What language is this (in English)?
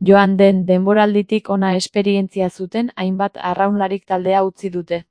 Basque